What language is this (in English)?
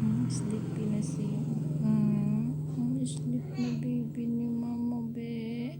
Cebuano